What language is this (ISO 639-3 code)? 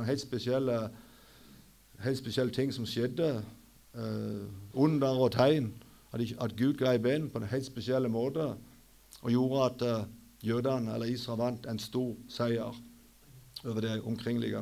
nor